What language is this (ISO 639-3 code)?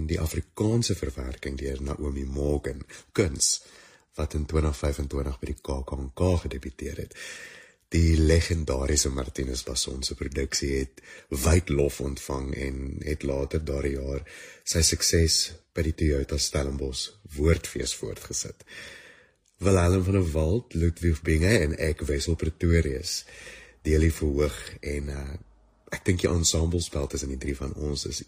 afr